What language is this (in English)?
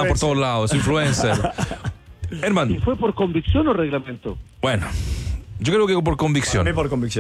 Spanish